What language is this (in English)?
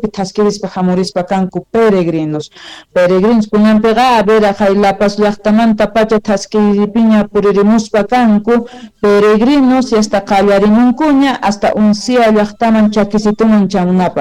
South Bolivian Quechua